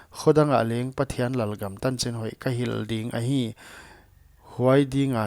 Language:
Paite Chin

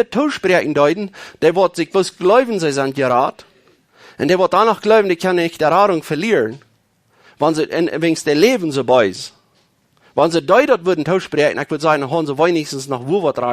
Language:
Plautdietsch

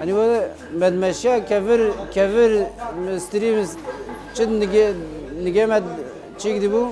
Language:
Kurdish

